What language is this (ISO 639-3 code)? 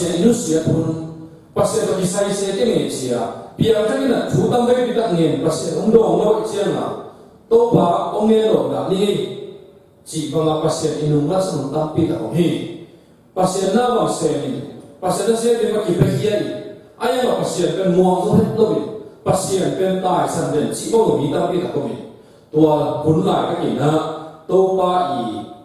ctd